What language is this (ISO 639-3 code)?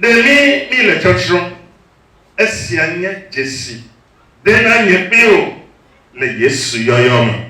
ewe